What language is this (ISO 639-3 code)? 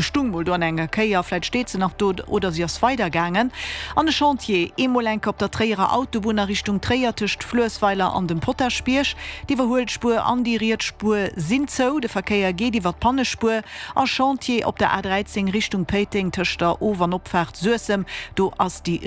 ltz